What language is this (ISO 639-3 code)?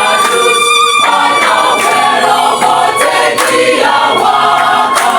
ach